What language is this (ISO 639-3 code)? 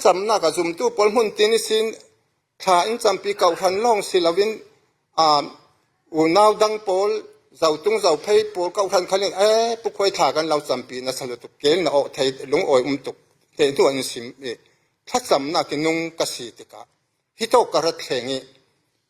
cfm